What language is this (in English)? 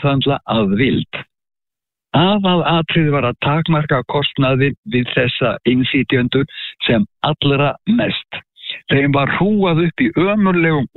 Icelandic